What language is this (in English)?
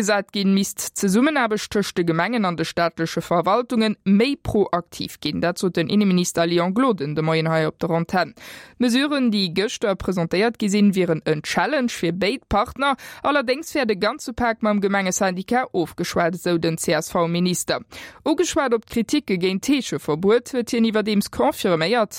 Luxembourgish